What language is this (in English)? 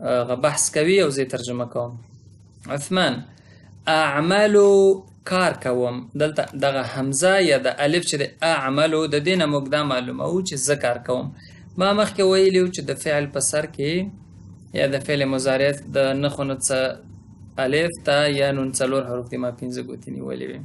Pashto